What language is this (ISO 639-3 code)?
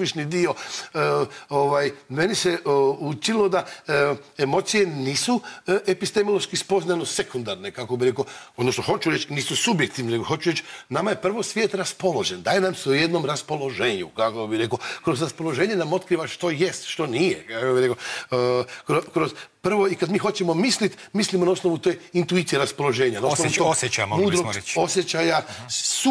hrv